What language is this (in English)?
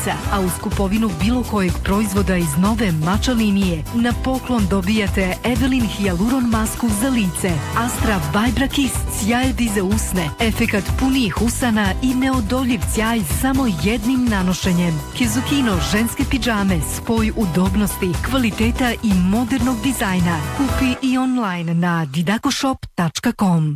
Bosnian